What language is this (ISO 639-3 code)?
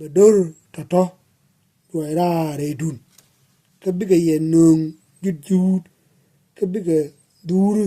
nus